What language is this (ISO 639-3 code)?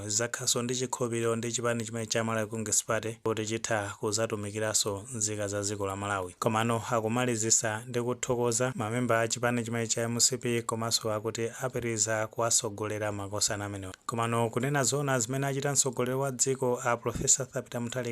nya